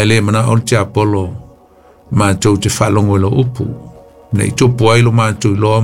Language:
Samoan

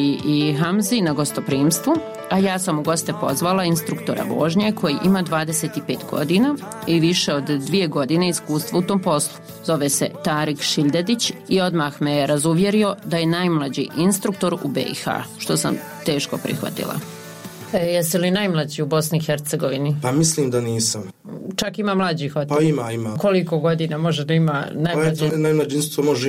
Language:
Bosnian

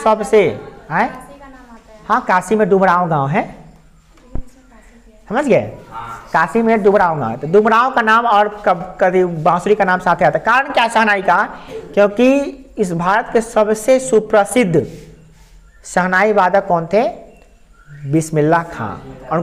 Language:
Hindi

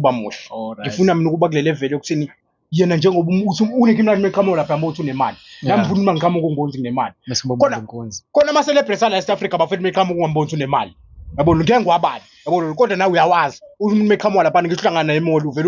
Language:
Zulu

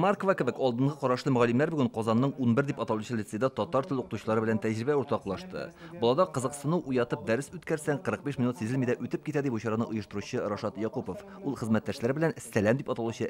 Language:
Tatar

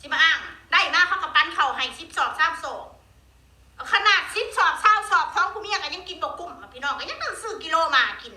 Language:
Northeastern Thai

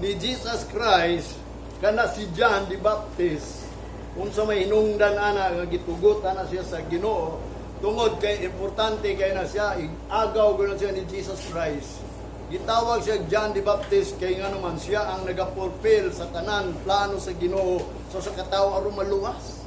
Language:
Cebuano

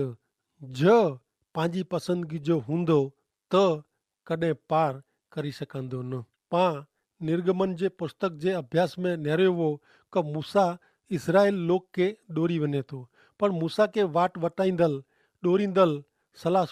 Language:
Kachhi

